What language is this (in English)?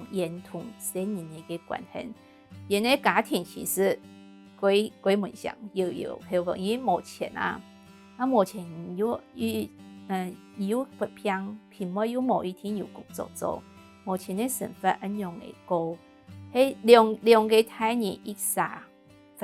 Hakka Chinese